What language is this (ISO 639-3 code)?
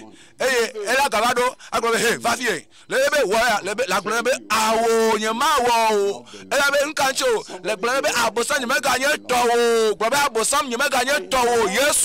ewe